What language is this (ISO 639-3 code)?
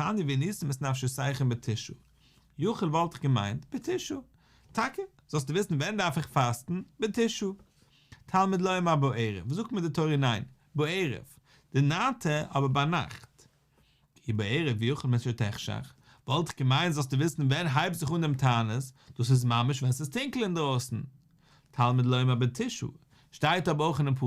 yid